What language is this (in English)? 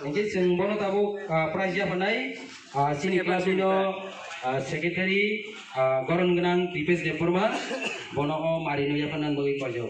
Kok Borok